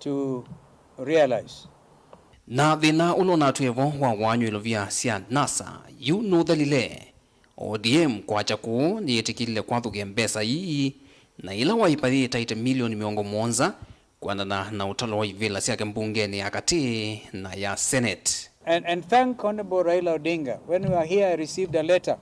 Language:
Kamba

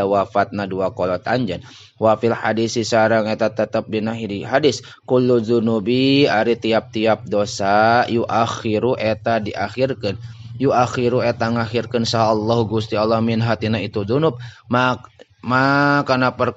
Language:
Sundanese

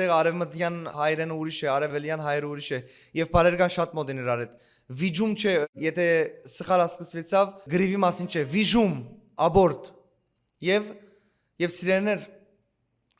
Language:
Western Armenian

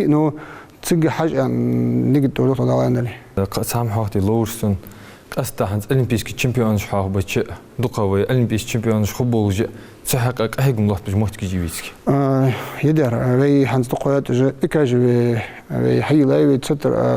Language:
Ingush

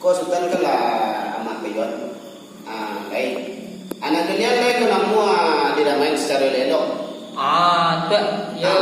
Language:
Minangkabau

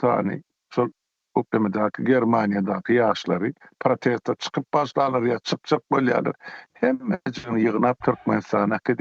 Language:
Turkmen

